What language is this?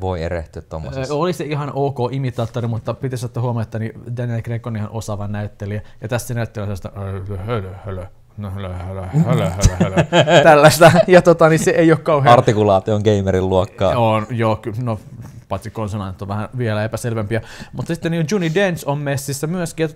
Finnish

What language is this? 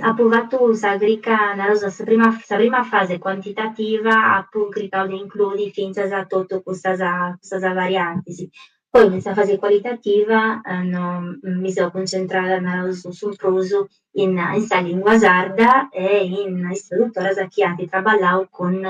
Sardinian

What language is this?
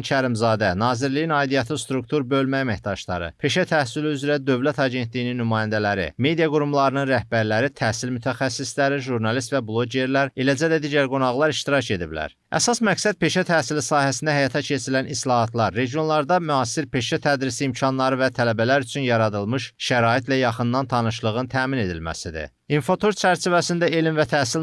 Azerbaijani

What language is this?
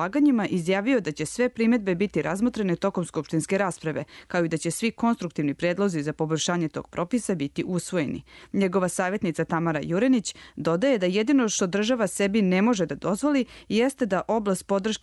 Serbian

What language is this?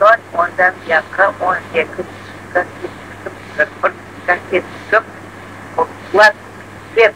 Crimean Tatar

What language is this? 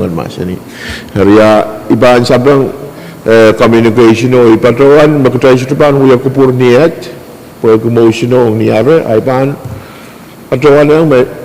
Pohnpeian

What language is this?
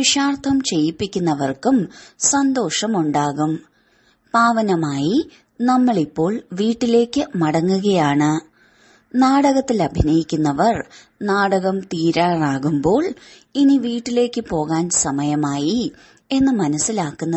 Malayalam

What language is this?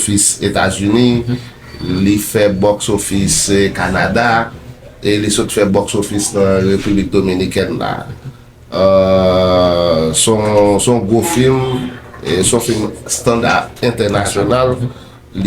Haitian Creole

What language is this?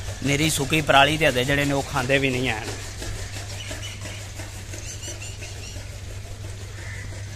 Punjabi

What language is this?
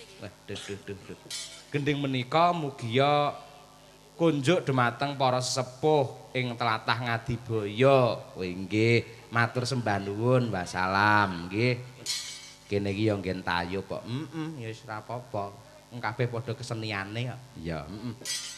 Javanese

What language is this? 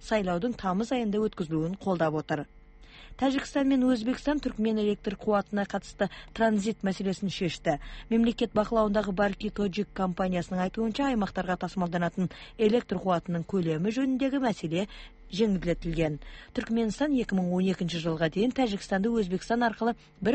Kazakh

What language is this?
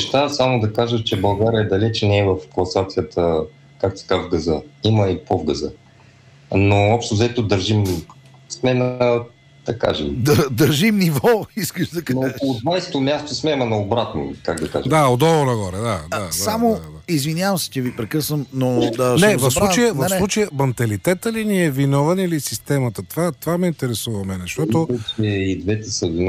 Bulgarian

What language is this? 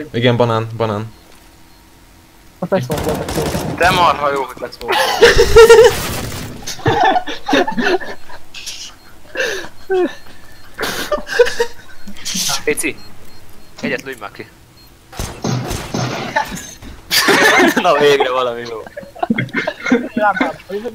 Hungarian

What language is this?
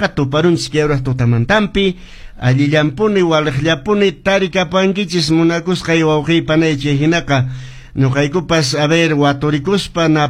Quechua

